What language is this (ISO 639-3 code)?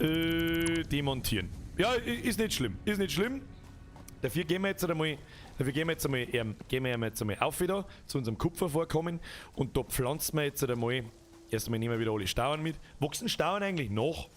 bar